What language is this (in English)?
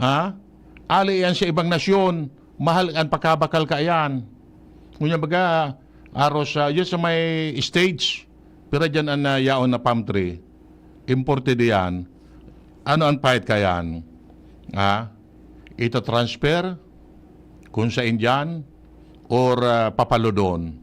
Bikol